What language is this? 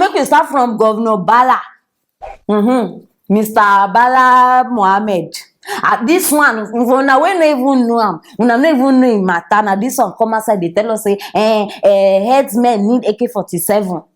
Nigerian Pidgin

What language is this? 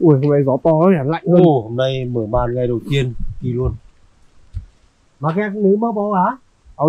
Vietnamese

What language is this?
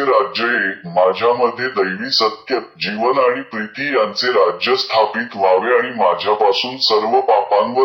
Marathi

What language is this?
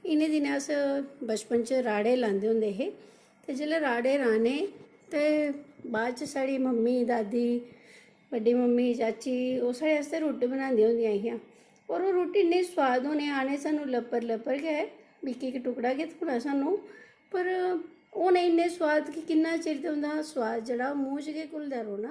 Dogri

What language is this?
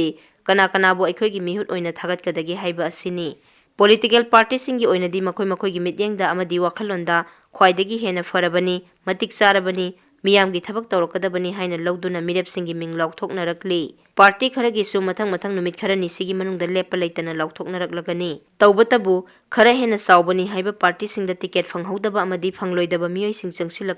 Manipuri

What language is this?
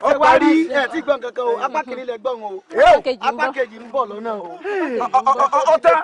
Yoruba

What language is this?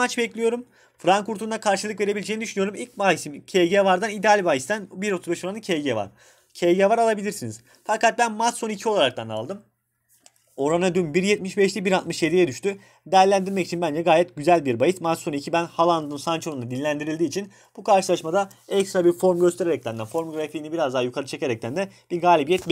Turkish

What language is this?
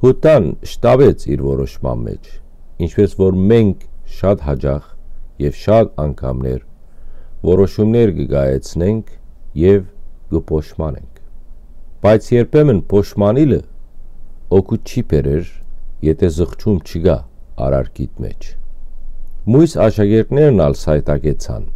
Western Armenian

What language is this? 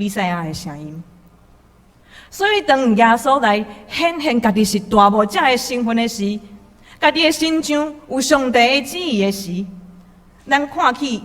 Min Nan Chinese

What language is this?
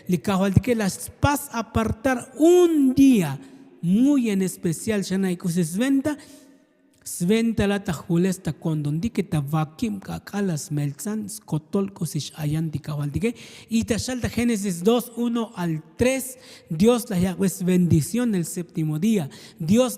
Tzotzil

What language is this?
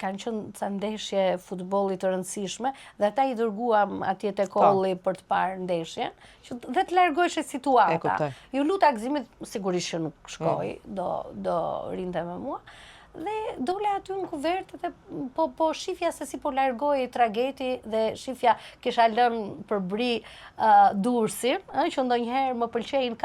Albanian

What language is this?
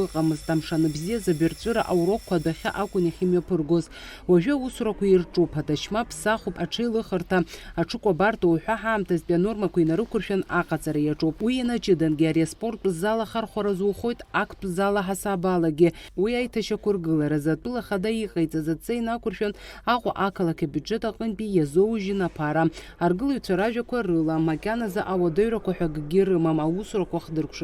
Abkhazian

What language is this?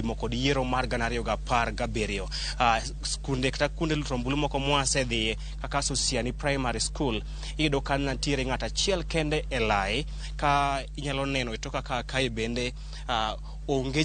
Luo (Kenya and Tanzania)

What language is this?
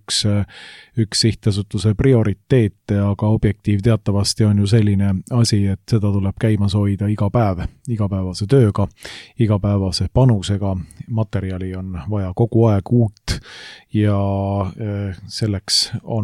Estonian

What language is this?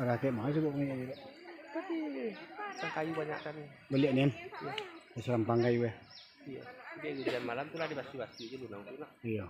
Minangkabau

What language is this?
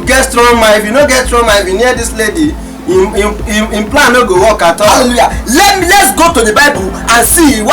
Nigerian Pidgin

